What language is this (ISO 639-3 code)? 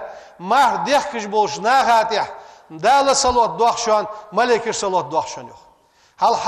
inh